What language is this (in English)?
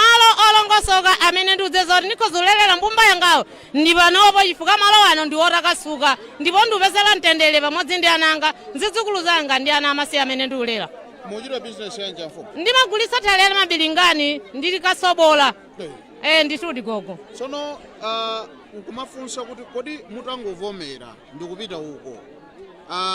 Nyanja